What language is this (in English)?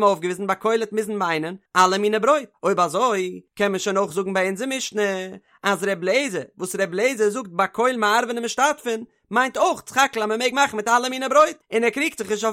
Yiddish